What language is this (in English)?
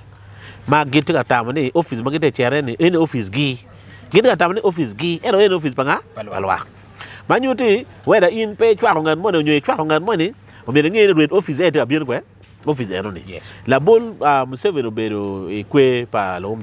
Acoli